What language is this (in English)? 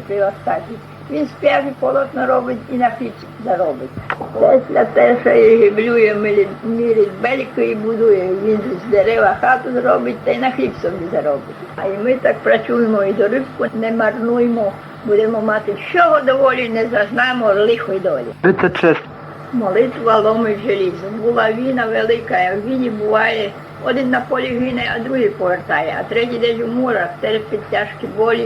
Rusyn